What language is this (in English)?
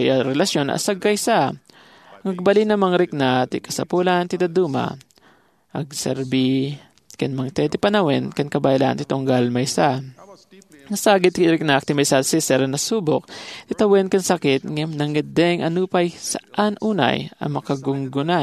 Iloko